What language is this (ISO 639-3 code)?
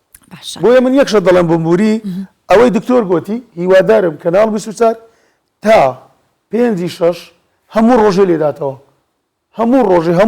ckb